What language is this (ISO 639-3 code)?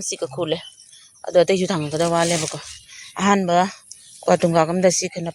mni